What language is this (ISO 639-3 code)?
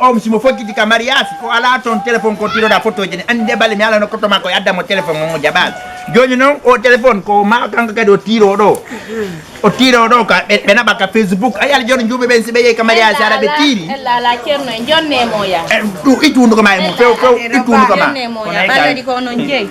ful